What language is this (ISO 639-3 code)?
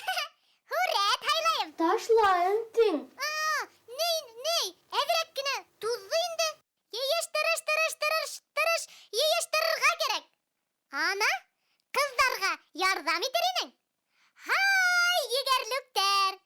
bak